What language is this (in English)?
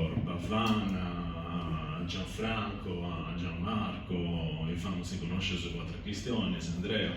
Sardinian